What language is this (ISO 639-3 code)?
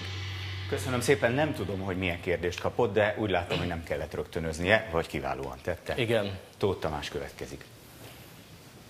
hun